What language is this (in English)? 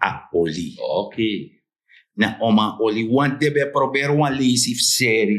Sranan Tongo